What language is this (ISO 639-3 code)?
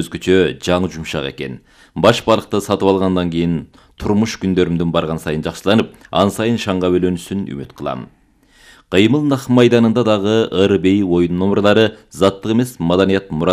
kir